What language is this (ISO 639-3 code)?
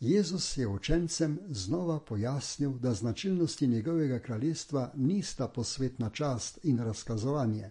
slv